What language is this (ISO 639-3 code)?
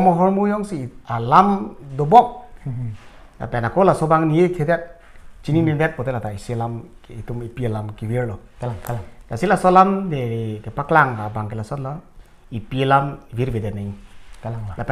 mjw